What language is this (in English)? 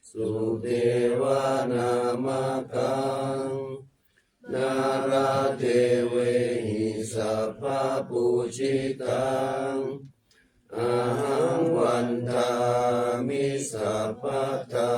Pali